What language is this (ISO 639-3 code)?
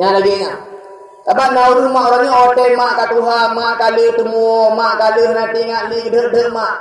ace